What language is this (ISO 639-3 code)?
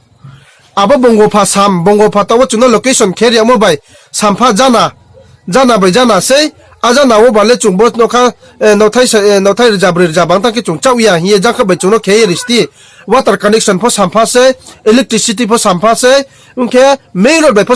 ria